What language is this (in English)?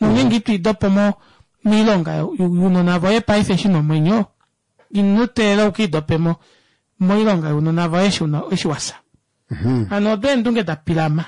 Kuanyama